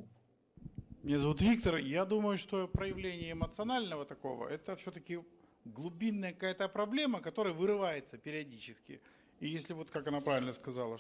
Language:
Russian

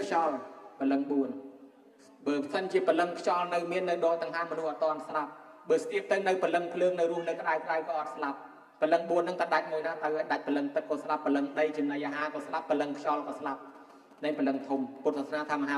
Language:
Khmer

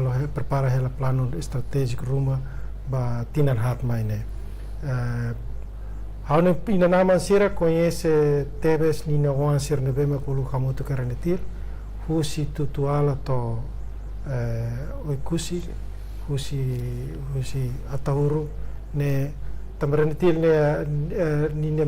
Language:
Tetum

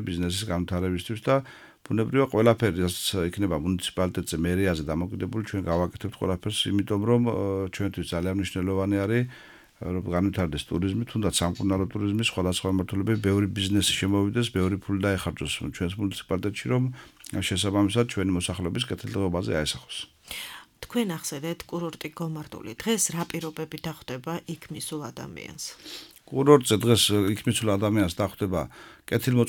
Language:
Georgian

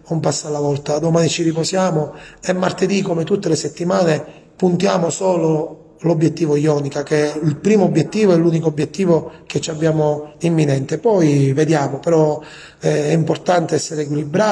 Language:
Italian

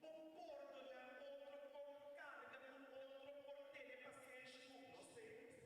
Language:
Papiamento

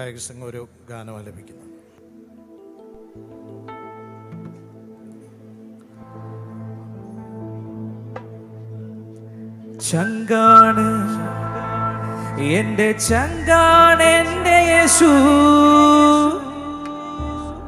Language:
Malayalam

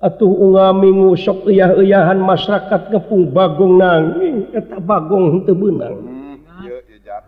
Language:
Sundanese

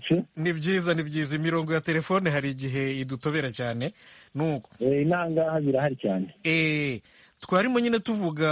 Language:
Kinyarwanda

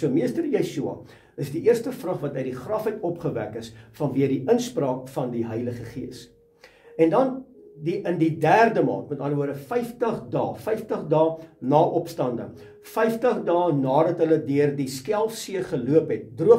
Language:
Afrikaans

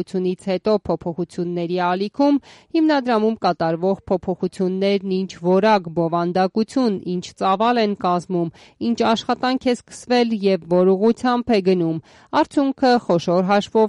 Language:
Armenian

